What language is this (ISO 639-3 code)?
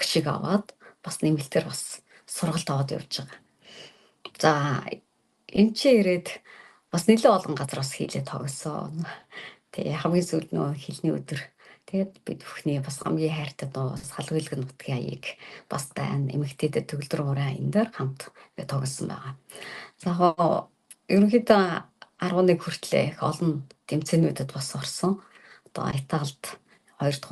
mon